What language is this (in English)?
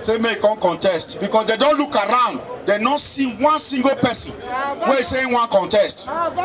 Nigerian Pidgin